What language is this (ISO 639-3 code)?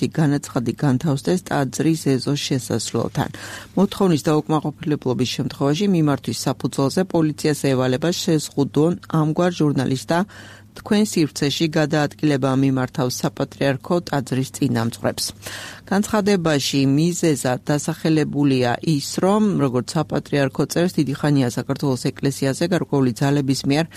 kat